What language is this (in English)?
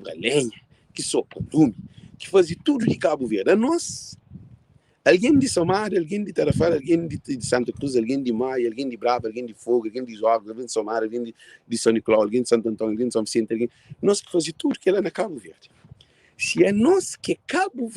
Kabuverdianu